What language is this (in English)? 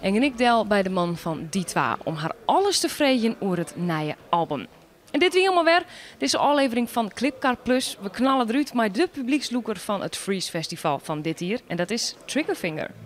Western Frisian